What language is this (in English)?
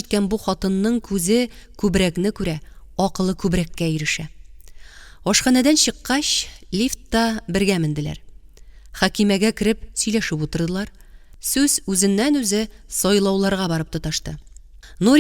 Tatar